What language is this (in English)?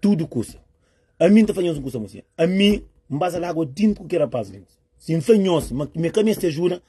Kabuverdianu